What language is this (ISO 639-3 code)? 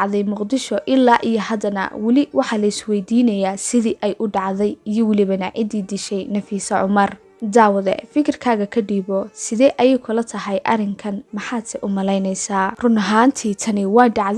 som